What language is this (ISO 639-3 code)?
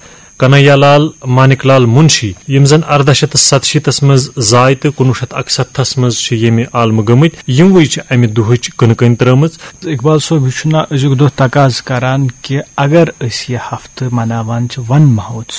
kas